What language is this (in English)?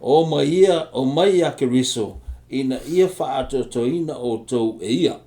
Samoan